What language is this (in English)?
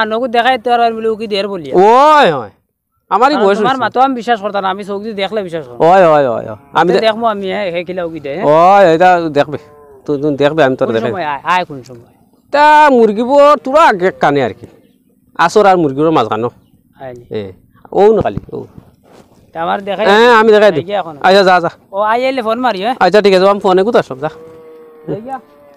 Sylheti